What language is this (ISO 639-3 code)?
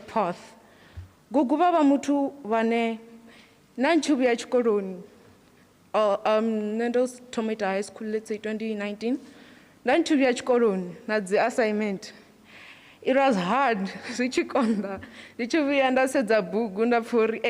ven